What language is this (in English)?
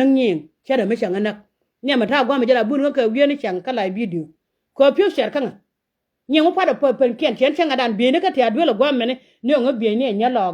Nuer